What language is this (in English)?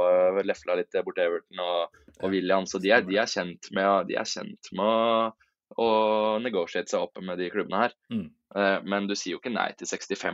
Norwegian